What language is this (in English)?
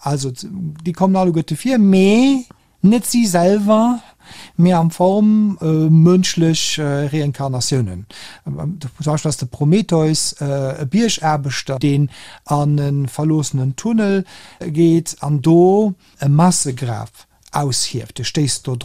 Luxembourgish